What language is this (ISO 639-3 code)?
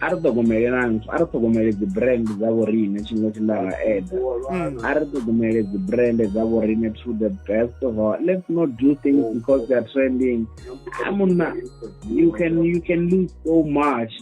ven